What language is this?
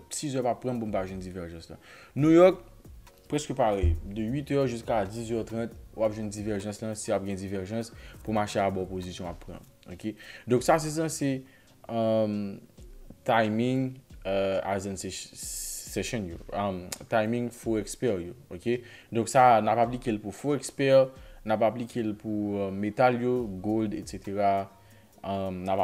Haitian Creole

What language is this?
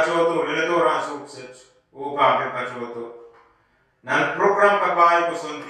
Pohnpeian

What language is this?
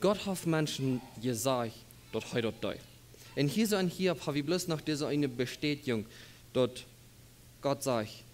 Plautdietsch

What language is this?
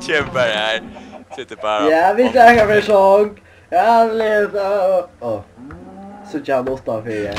Faroese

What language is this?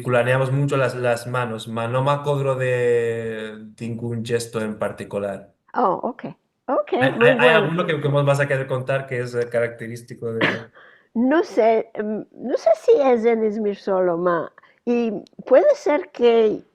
Ladino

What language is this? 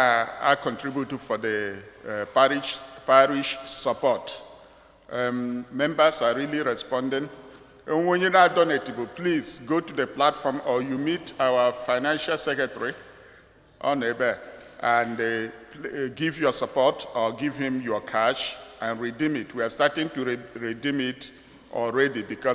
Igbo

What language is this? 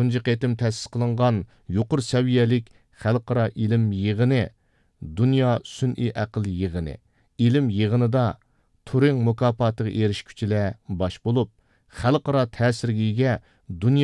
Uyghur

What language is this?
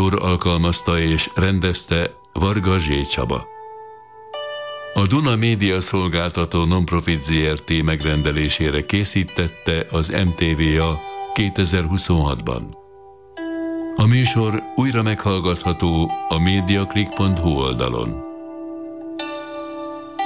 Hungarian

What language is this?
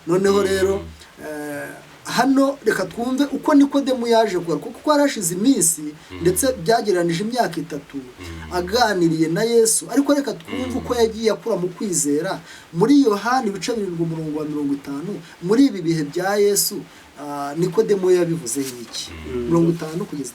Kinyarwanda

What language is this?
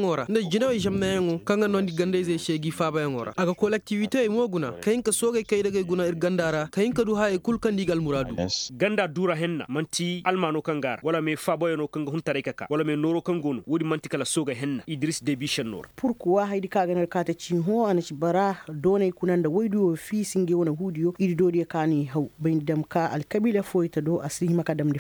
Koyraboro Senni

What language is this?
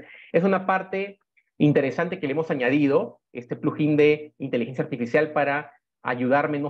Spanish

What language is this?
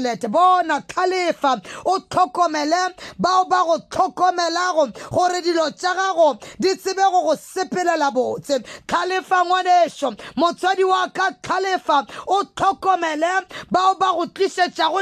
Northern Sotho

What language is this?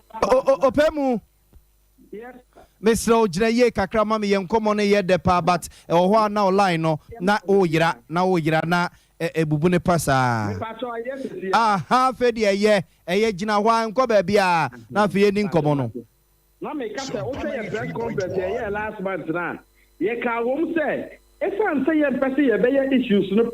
Akan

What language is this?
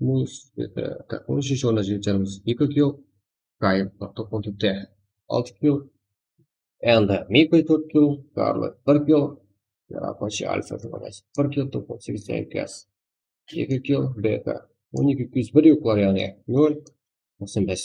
Kara-Kalpak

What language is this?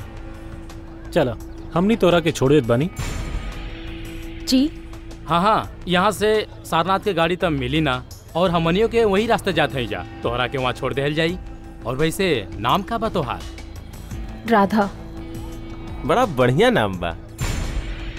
Bhojpuri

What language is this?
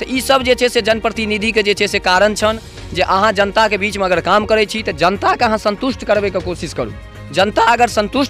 Maithili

